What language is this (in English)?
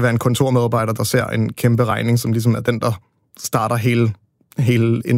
Danish